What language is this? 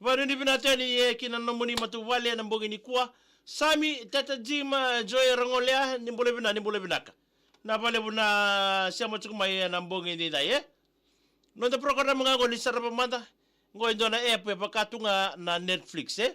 Fijian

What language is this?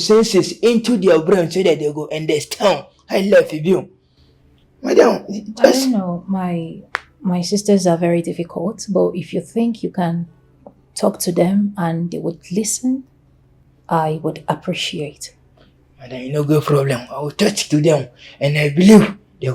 Nigerian Pidgin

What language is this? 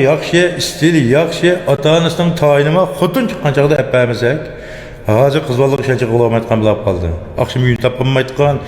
Uyghur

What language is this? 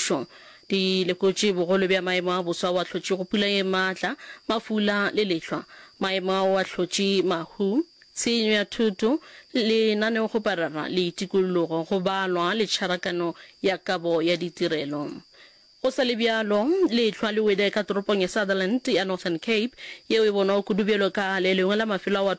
Northern Sotho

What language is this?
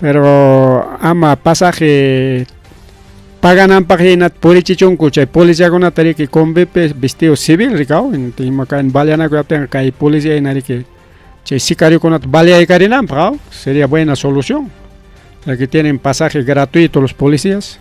Ayacucho Quechua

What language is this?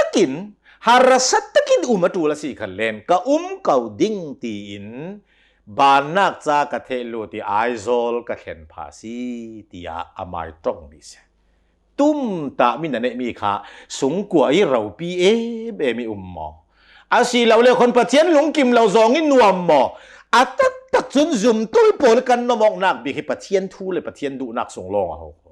Hakha Chin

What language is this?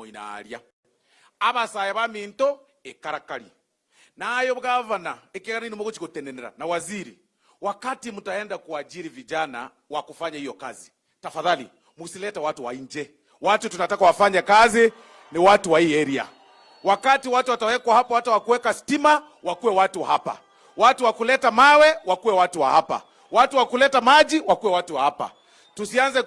Gusii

